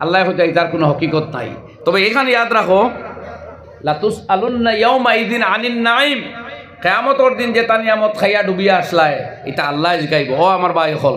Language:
Sylheti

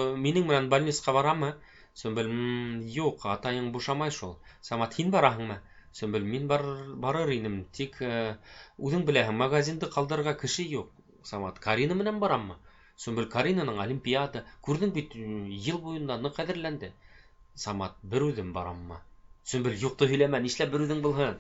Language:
Bashkir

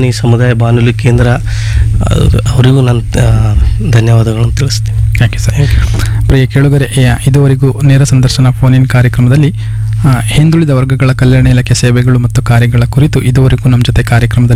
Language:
Kannada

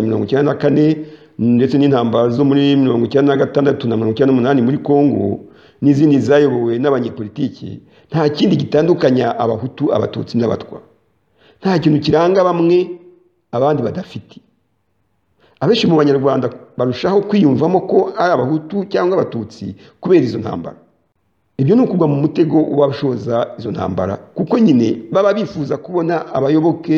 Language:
Kinyarwanda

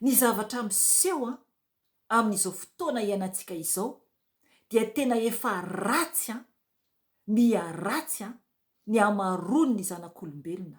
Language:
Malagasy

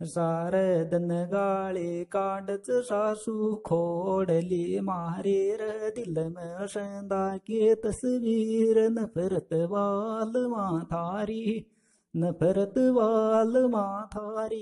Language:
Sanskrit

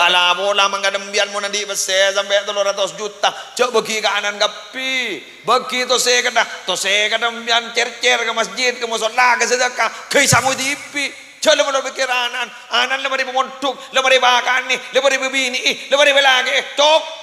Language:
Madurese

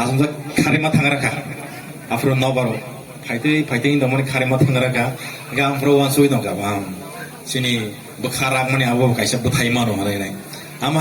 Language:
Kok Borok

